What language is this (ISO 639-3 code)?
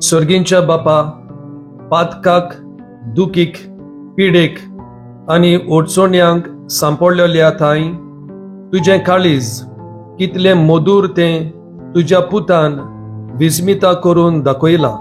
kok